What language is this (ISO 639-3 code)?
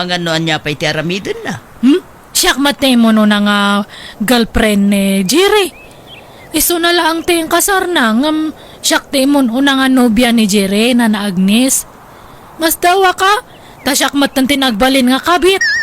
ilo